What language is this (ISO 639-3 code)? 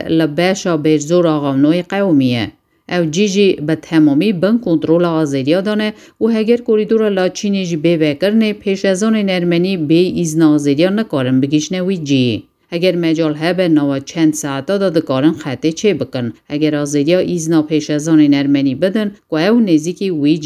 kur